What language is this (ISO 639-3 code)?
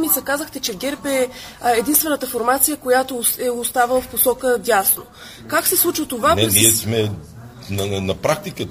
bul